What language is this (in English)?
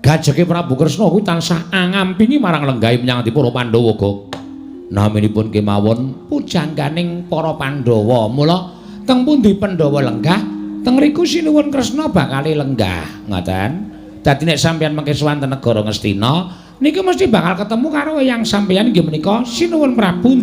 Javanese